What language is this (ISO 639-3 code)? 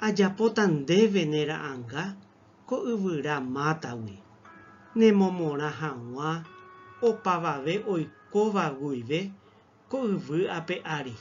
grn